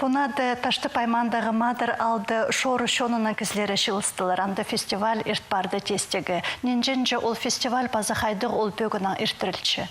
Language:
Khakas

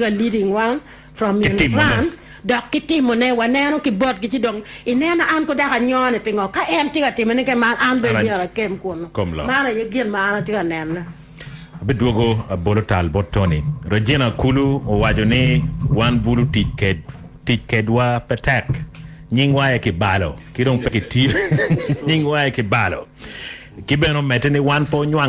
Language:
Acoli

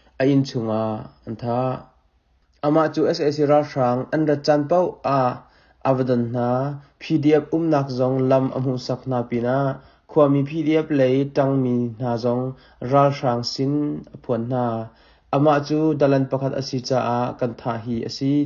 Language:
Hakha Chin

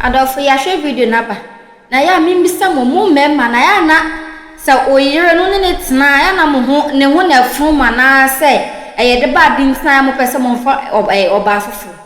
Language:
Akan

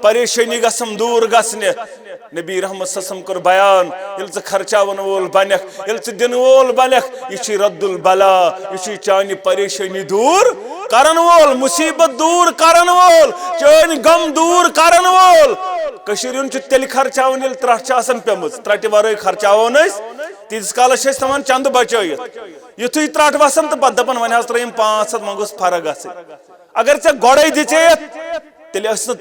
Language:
Kashmiri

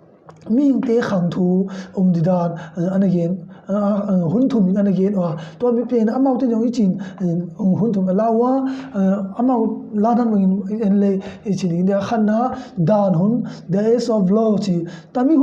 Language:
Tedim Chin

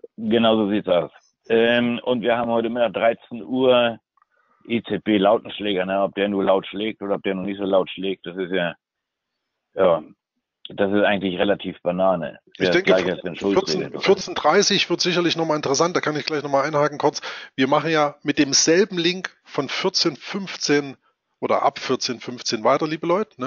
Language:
German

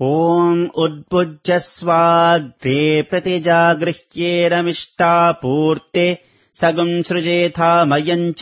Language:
Sanskrit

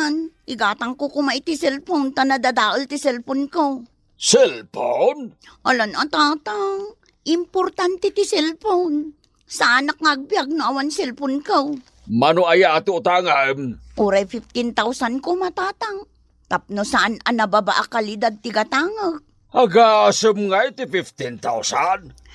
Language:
Iloko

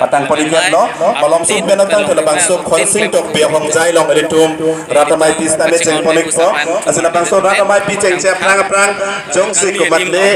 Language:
Karbi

